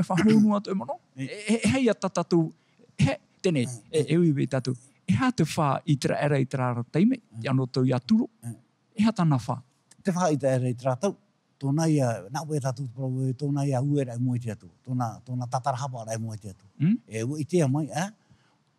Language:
Tahitian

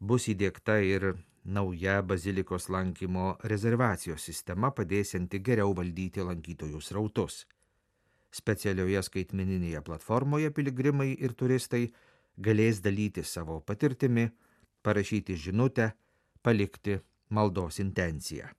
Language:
Lithuanian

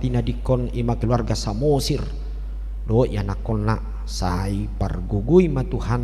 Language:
Batak Toba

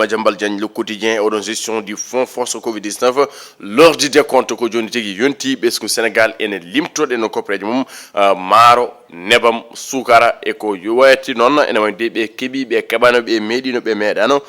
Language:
Fula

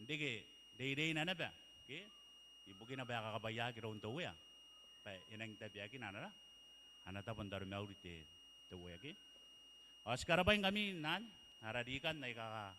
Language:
Gilbertese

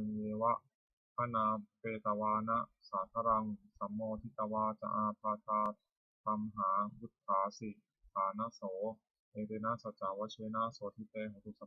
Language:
Pali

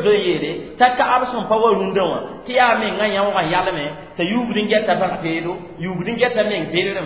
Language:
Mossi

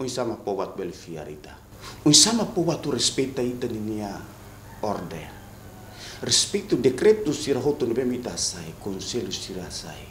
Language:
Tetum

